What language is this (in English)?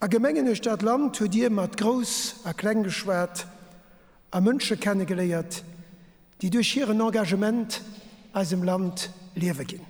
Luxembourgish